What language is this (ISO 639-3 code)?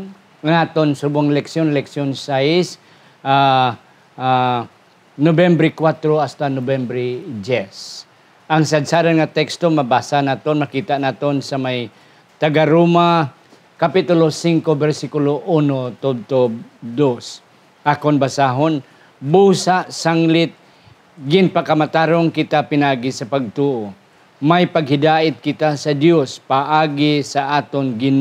hil